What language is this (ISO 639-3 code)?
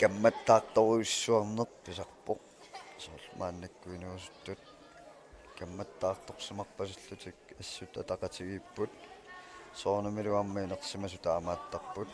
kal